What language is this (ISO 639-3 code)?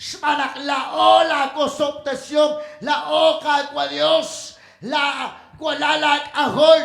kek